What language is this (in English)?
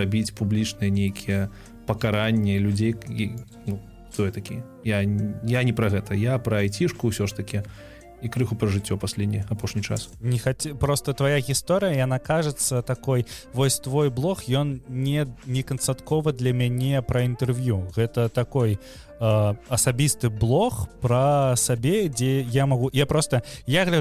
Belarusian